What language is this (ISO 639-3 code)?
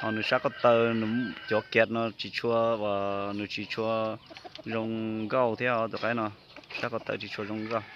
hmn